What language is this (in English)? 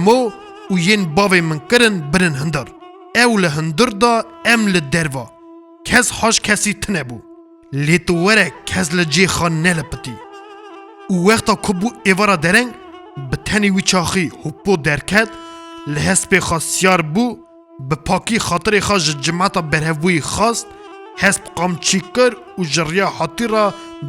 Kurdish